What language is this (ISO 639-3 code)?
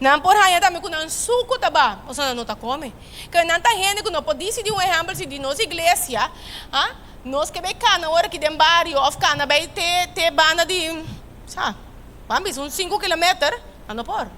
pap